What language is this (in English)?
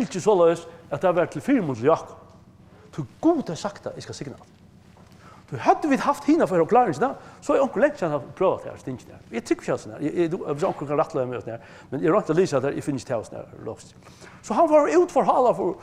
Faroese